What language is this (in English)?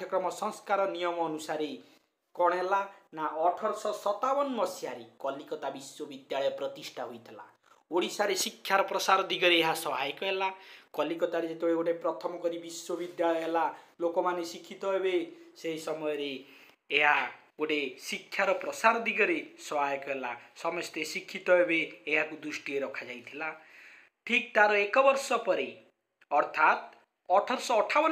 Odia